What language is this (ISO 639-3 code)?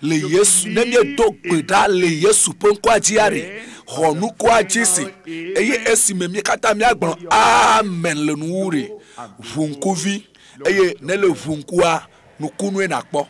ewe